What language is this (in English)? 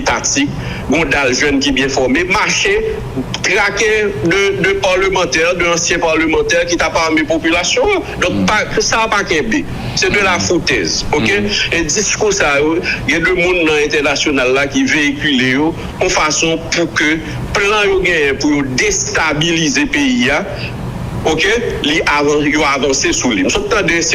Haitian Creole